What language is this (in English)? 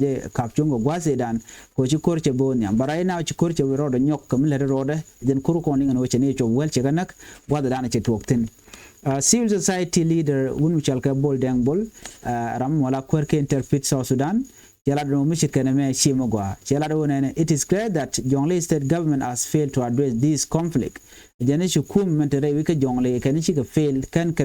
Nuer